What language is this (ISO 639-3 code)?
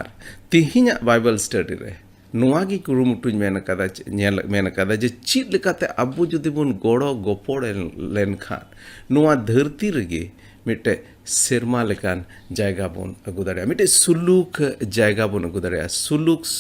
sat